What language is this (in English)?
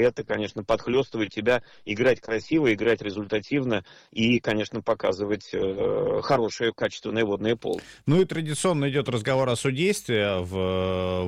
Russian